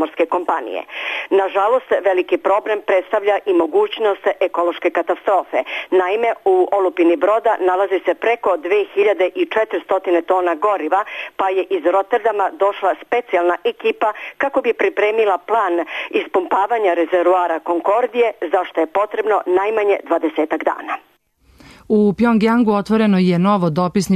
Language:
Serbian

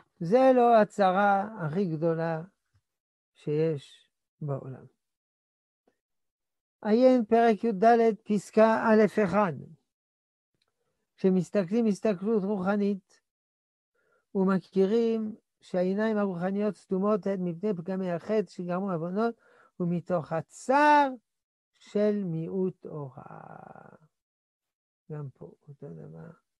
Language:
Hebrew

